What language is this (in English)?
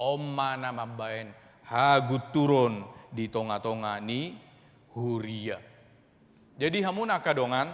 Batak Toba